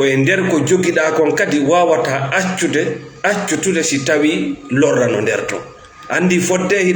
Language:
Fula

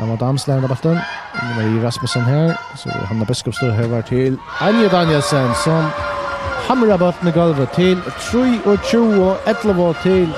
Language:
Faroese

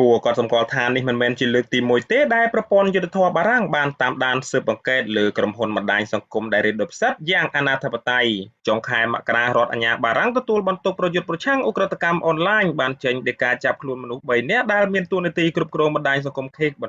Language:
Khmer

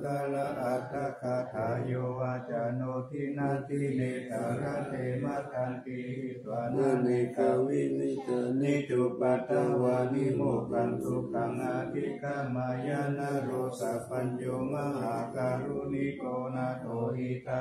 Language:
Pali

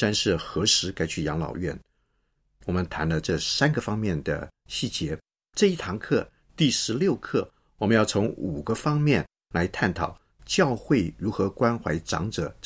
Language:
Chinese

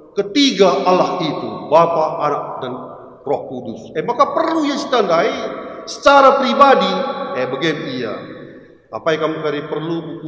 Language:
Batak Karo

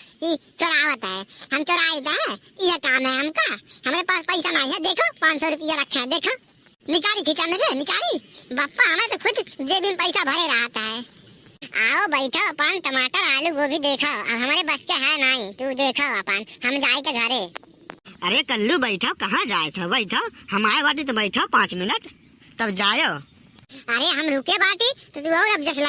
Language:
Awadhi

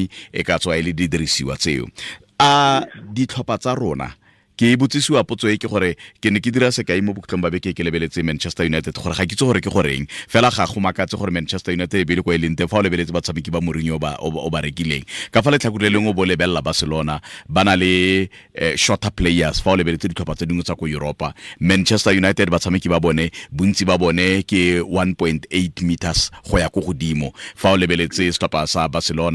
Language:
Tswana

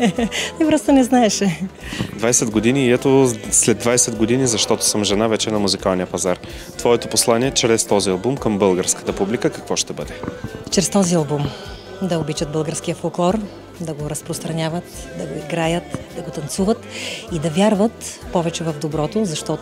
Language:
Bulgarian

